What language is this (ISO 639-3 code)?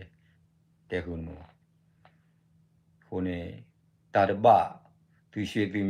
ksw